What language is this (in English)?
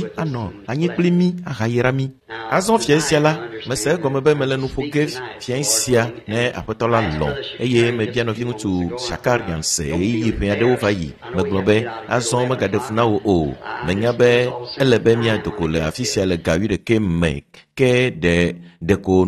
Ewe